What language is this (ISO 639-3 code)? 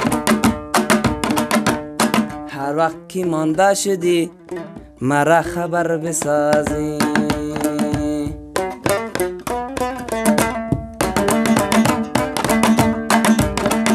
fas